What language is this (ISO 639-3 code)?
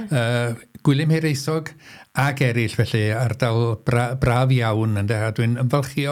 cym